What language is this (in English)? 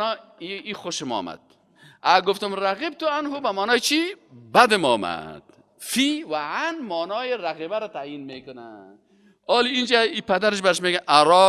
Persian